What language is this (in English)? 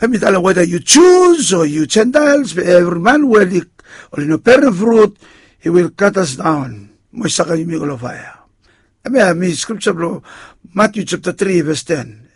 Bislama